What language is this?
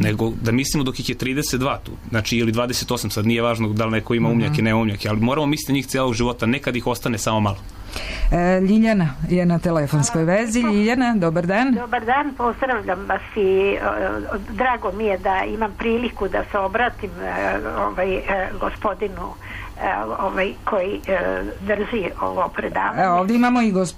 Serbian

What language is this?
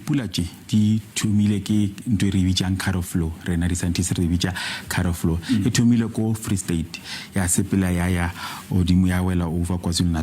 Northern Sotho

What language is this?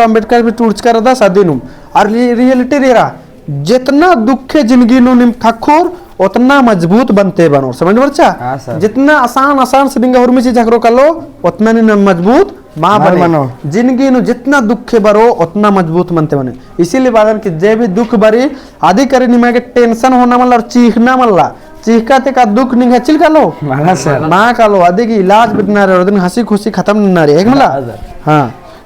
Kurukh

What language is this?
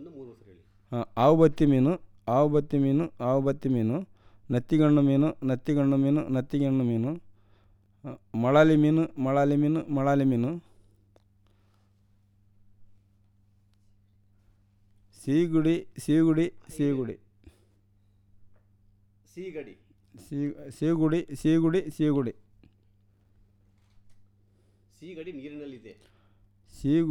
Kannada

